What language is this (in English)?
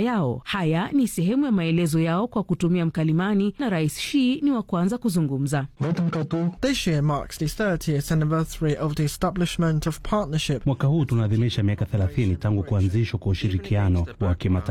Swahili